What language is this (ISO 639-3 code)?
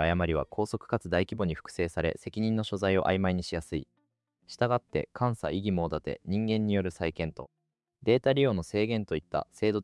jpn